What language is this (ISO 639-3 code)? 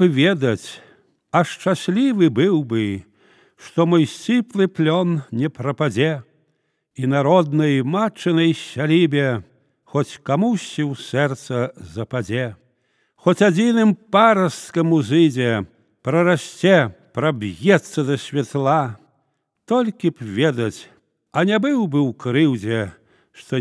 bel